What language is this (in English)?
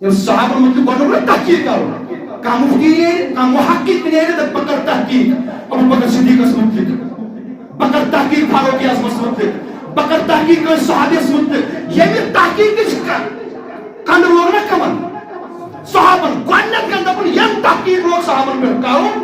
Kashmiri